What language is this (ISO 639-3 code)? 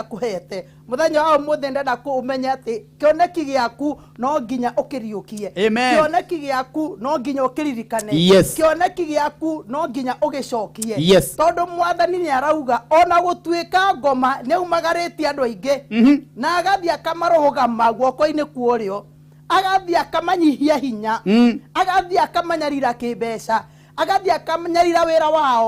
kik